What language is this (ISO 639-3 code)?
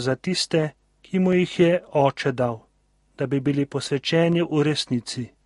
slv